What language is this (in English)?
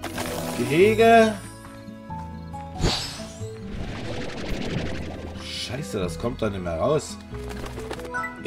German